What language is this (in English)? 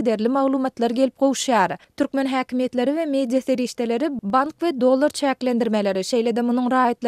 Turkmen